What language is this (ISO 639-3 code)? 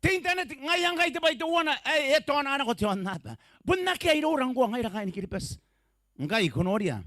gil